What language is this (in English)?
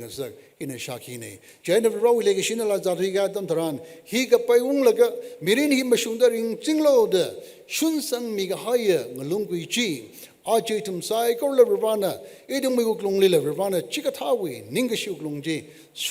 Tangkhul Naga (India)